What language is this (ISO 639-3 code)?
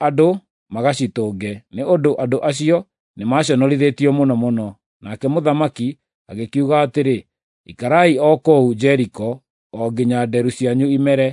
kik